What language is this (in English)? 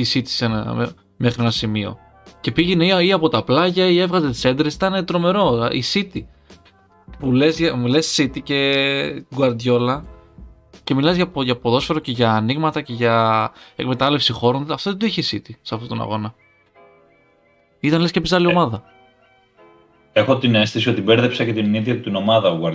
Greek